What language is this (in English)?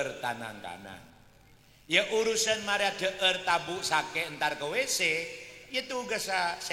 Madurese